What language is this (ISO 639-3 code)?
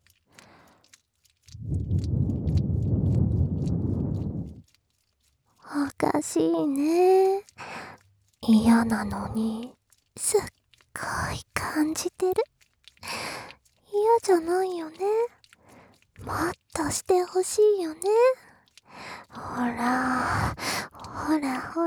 jpn